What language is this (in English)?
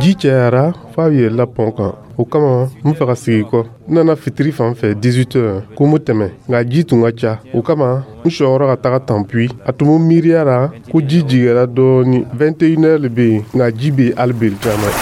Dyula